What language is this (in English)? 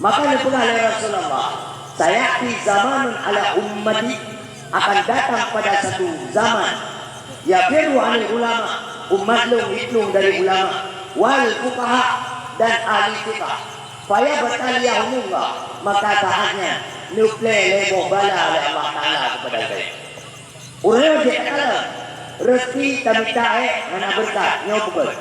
Achinese